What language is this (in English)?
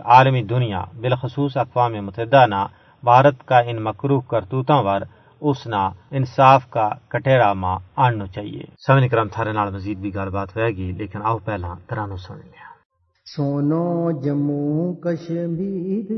Gujari